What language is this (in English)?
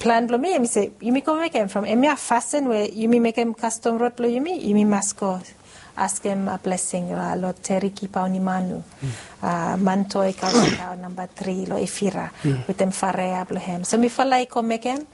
Bislama